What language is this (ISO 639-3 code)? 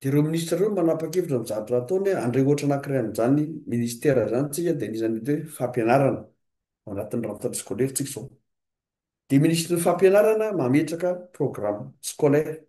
mlg